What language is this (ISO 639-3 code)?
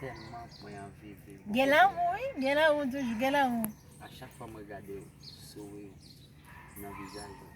hat